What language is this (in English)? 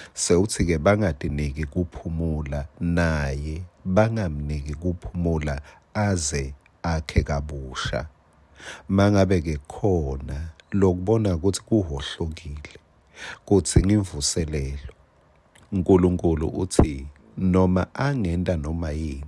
Swati